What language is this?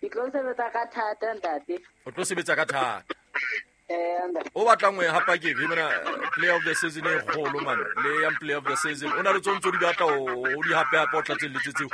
Southern Sotho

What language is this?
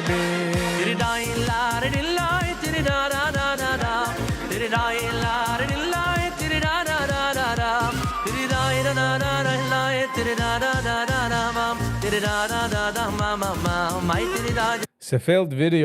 Yiddish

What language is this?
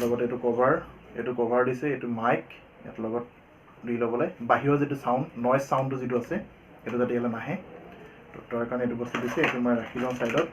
Assamese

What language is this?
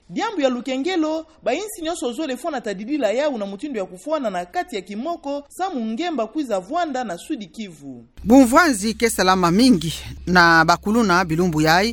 Kituba (Democratic Republic of Congo)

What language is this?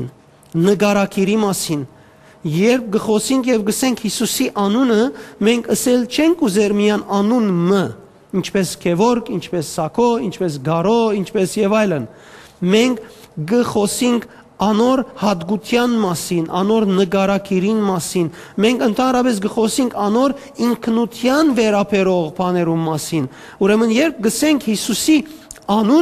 Western Armenian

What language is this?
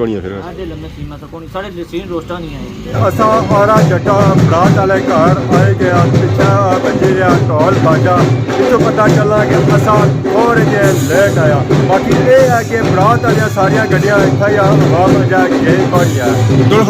Pahari-Potwari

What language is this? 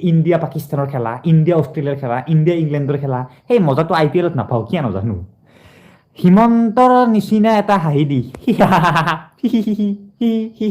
Assamese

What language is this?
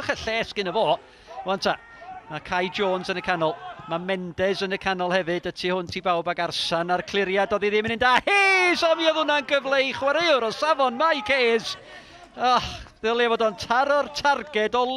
Welsh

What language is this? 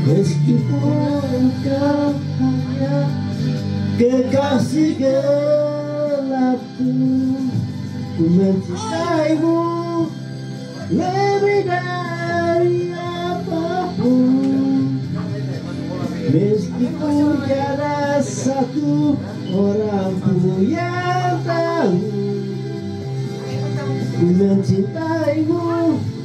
Indonesian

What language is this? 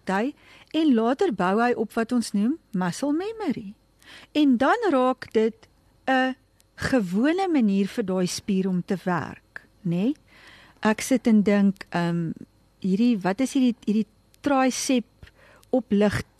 Afrikaans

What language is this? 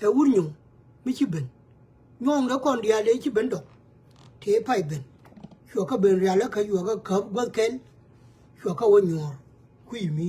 Nuer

